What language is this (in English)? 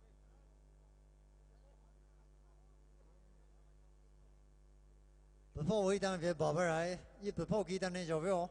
Poumei Naga